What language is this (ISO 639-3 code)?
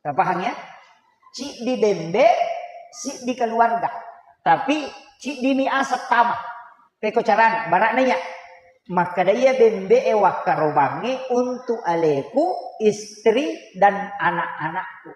bug